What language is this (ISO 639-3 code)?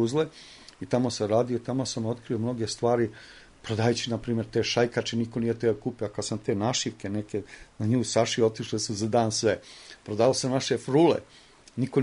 srp